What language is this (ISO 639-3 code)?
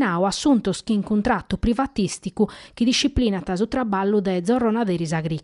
srd